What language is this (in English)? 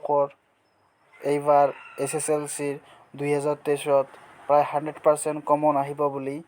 Assamese